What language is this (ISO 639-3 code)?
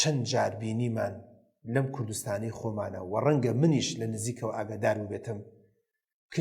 ckb